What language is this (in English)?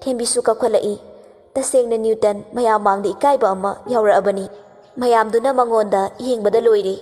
Manipuri